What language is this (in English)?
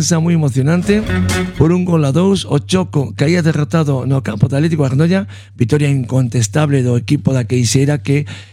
Galician